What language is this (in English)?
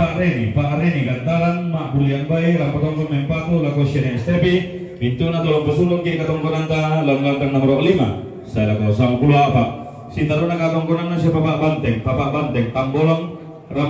Toraja-Sa'dan